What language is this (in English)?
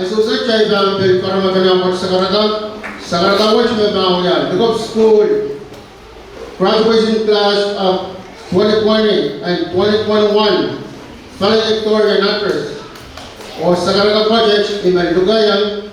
Pohnpeian